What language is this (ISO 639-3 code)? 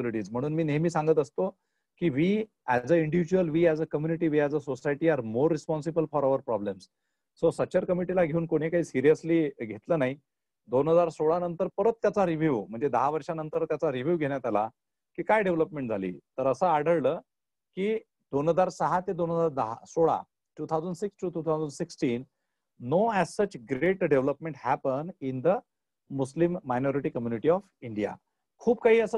mar